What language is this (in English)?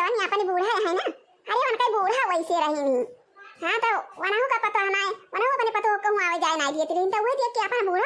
Awadhi